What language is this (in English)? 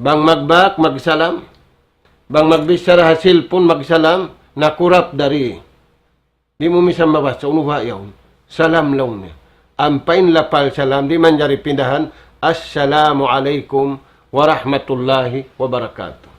Tausug